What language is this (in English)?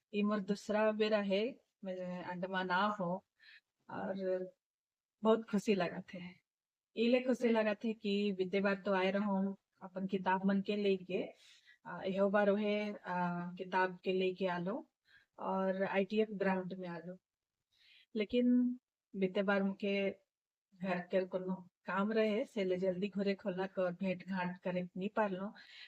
Sadri